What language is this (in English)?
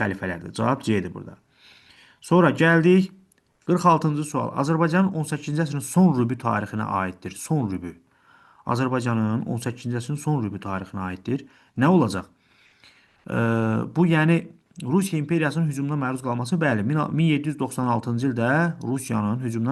Azerbaijani